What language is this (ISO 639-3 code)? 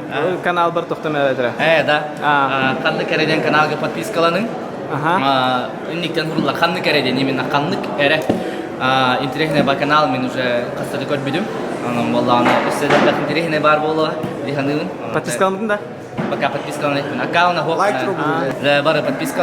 sah